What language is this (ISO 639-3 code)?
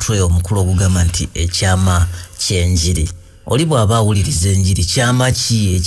lug